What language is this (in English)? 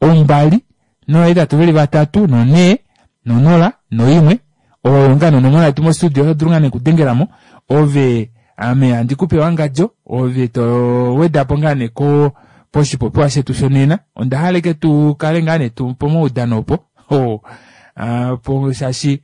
Kuanyama